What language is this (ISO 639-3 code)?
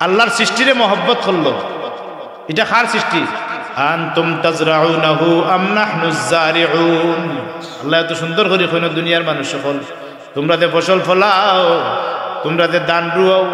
syl